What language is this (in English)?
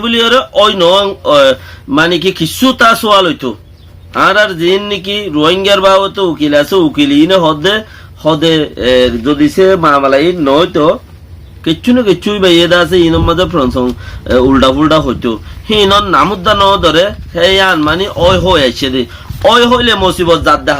Rohingya